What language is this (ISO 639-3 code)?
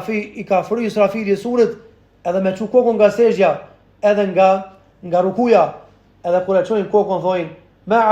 sqi